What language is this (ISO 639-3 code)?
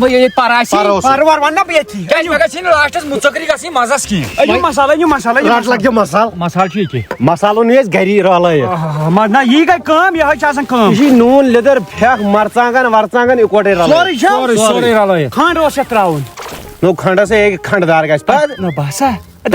kas